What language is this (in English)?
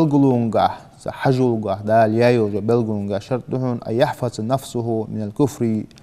Ingush